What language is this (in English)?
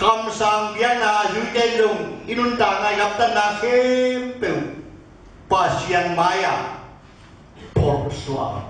Tedim Chin